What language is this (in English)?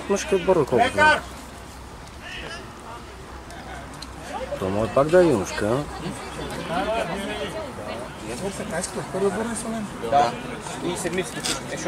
Bulgarian